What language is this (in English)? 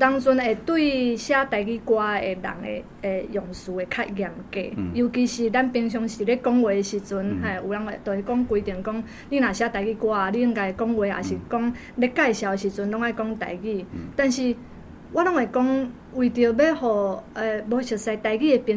Min Nan Chinese